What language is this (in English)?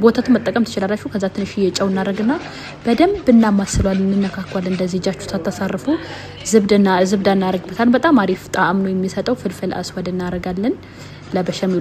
Amharic